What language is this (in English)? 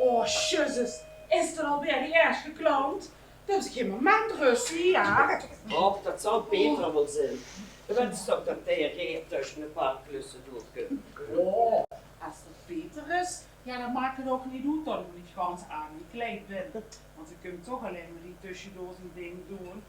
Limburgish